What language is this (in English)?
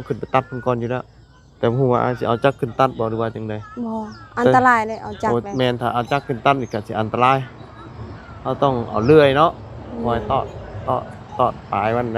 Lao